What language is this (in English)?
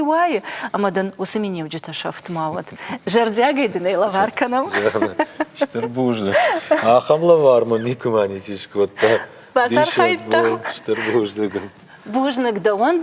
Ossetic